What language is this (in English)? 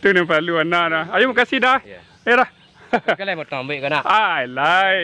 Minangkabau